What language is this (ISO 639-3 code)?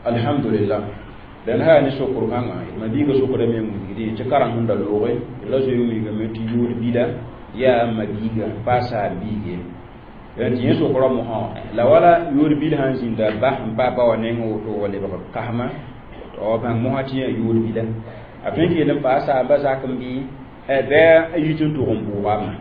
mos